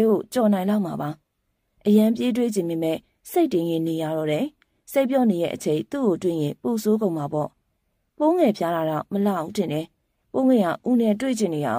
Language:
Burmese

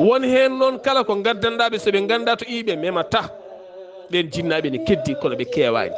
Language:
Fula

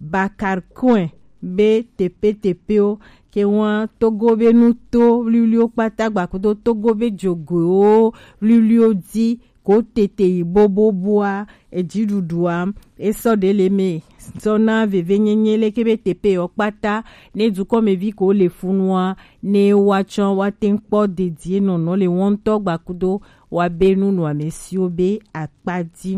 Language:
Gen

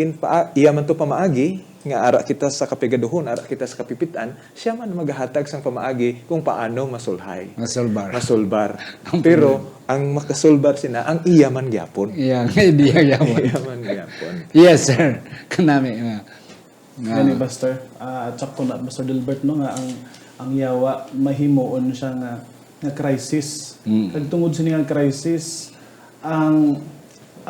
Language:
Hiligaynon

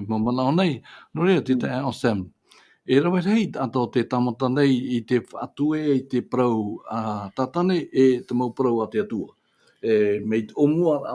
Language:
Tahitian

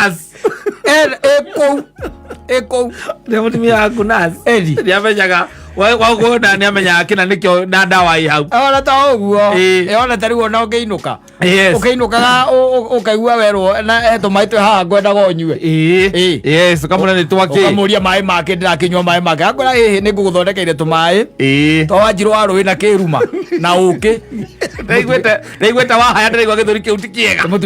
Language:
Kikuyu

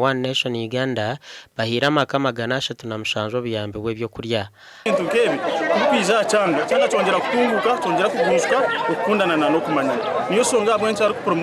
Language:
Nyankole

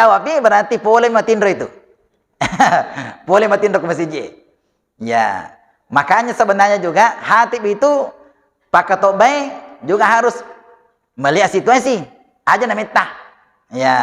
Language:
Buginese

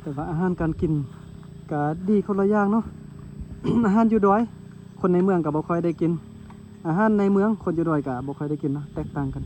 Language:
Lao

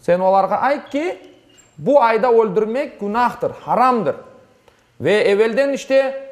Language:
Crimean Tatar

